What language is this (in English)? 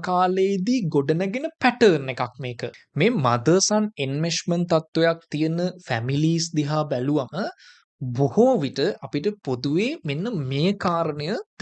Sinhala